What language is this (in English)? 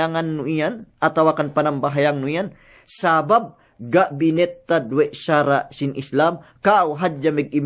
Yakan